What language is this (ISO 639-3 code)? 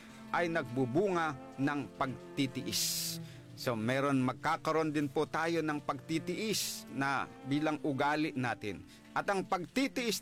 fil